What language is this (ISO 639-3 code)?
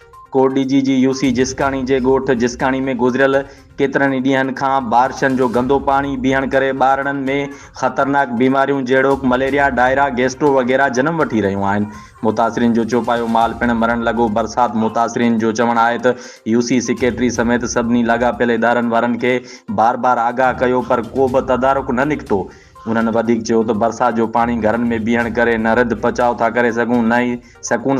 snd